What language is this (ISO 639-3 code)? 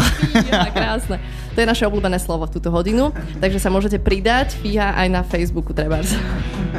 slk